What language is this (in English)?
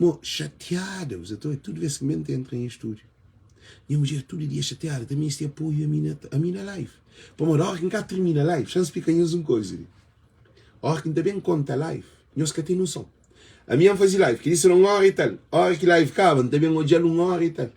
Kabuverdianu